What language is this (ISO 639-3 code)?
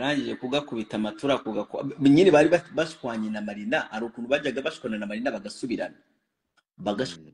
kin